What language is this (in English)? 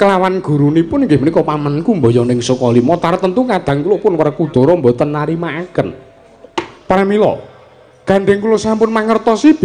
Javanese